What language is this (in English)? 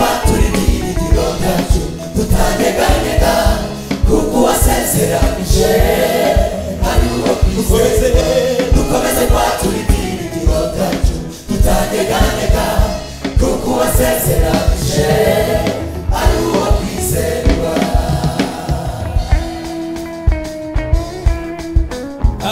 Kinyarwanda